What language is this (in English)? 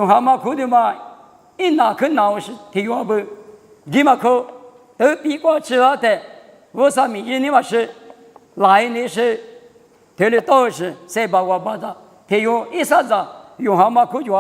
Lisu